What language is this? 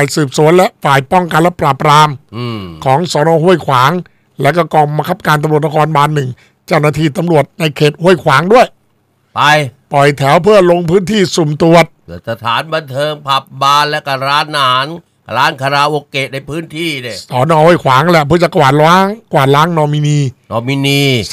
Thai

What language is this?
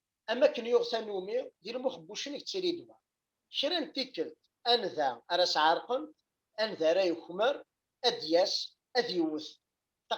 Kabyle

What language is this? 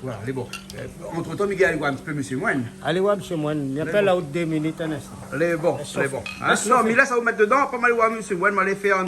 Réunion Creole French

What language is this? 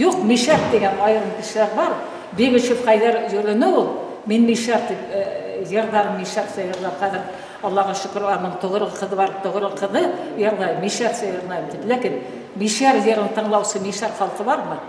Bashkir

